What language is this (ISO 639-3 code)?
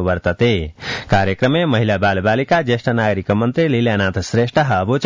san